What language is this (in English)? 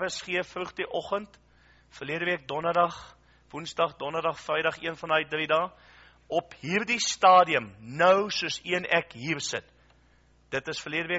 Afrikaans